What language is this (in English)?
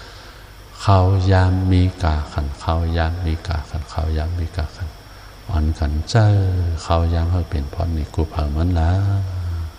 Shan